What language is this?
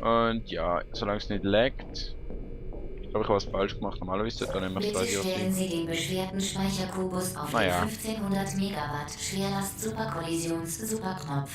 Swiss German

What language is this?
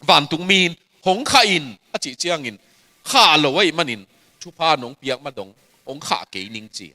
Tedim Chin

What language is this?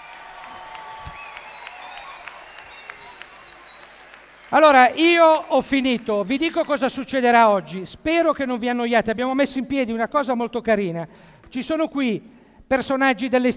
Italian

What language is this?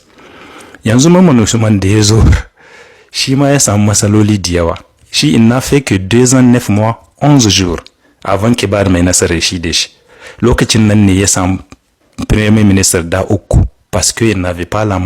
Hausa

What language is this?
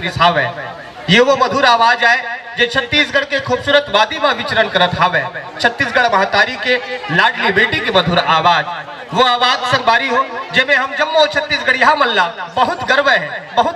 Chhattisgarhi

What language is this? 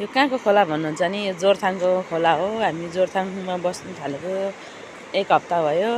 Nepali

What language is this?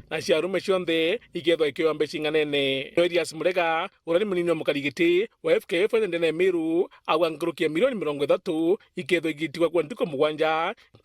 Meru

